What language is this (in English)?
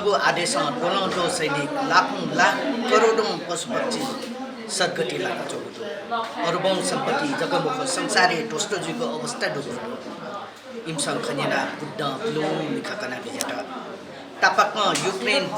Newari